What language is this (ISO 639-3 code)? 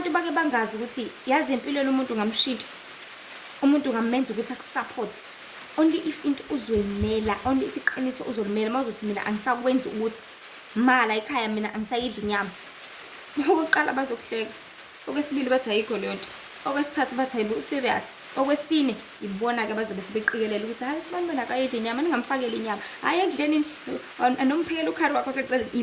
zul